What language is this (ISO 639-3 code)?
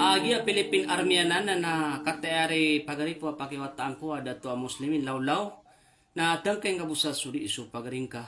mrw